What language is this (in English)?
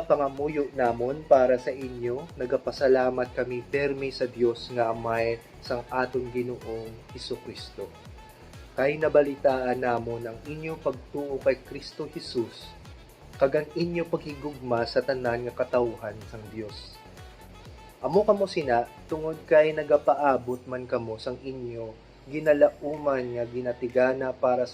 Hiligaynon